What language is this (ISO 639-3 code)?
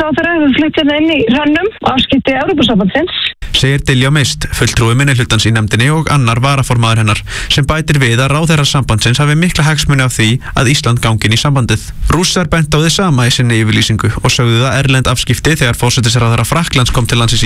isl